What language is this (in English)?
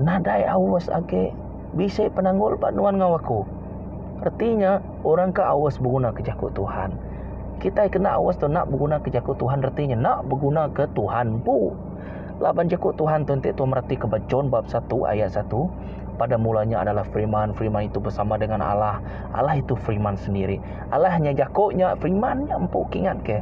Iban